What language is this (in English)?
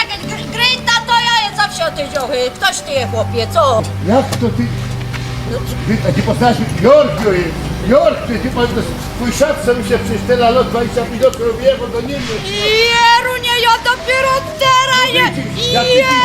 Silesian